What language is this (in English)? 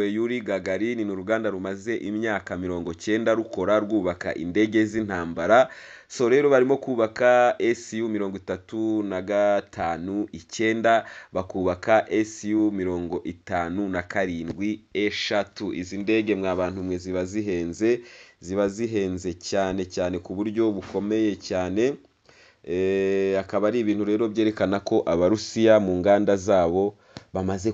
Kinyarwanda